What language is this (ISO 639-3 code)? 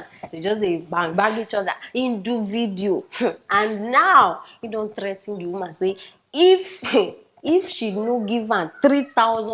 pcm